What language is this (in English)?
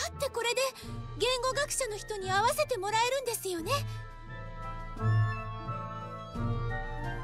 Japanese